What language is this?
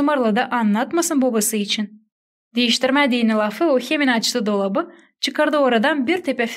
Gagauz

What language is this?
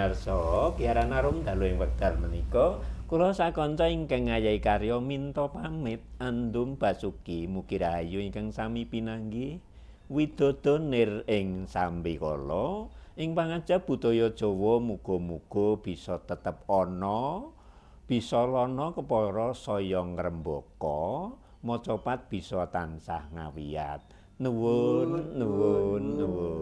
Javanese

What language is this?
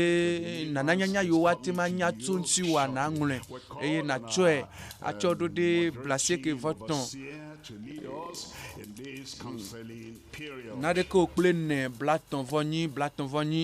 Ewe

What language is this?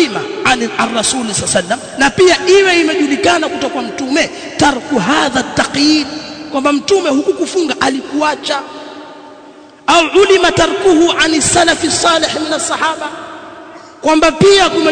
Swahili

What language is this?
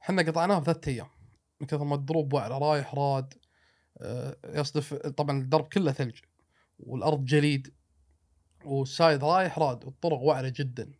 Gulf Arabic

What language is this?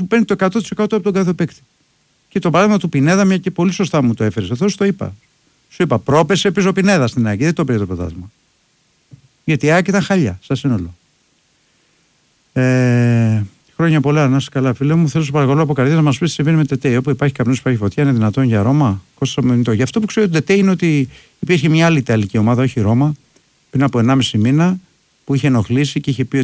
Greek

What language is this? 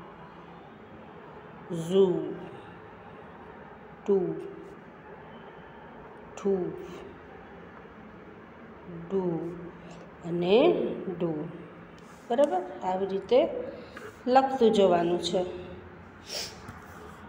Gujarati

